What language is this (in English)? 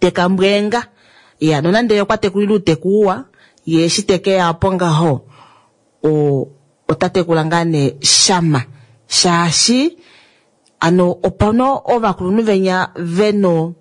Kuanyama